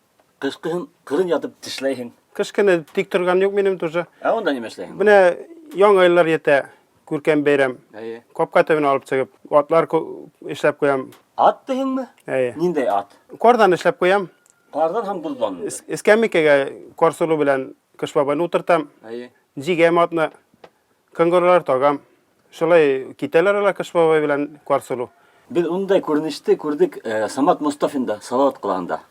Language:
Bashkir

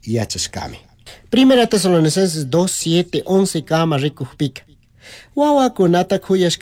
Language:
Chimborazo Highland Quichua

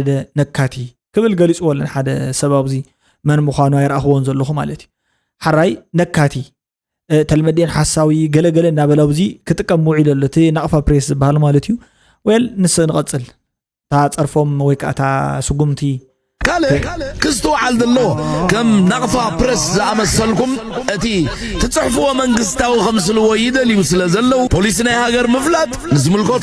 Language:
Tigrinya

